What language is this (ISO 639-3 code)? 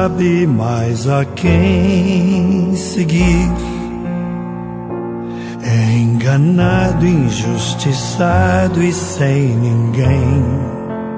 por